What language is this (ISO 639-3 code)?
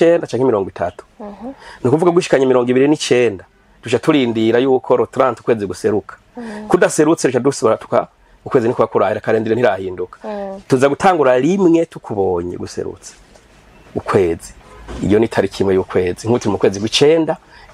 run